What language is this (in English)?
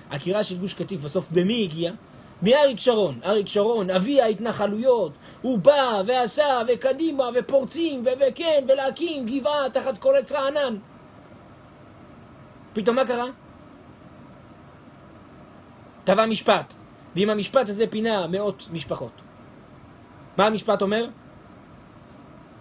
Hebrew